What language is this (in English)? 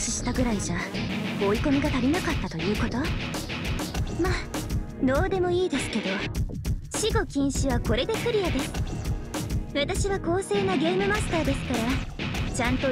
Japanese